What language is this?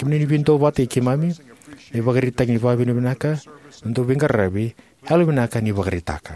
Fijian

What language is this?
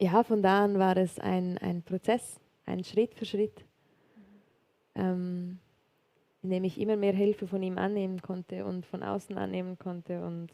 Swiss German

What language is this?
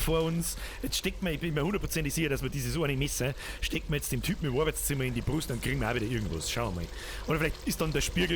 Bavarian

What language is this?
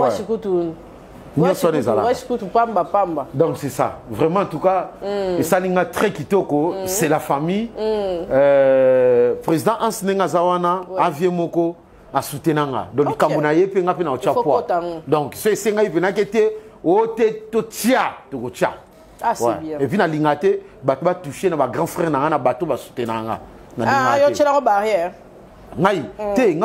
Lingala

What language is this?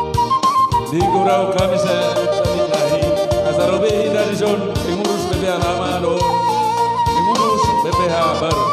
Batak Toba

